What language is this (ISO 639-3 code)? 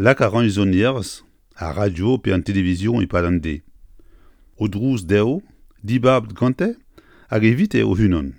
bre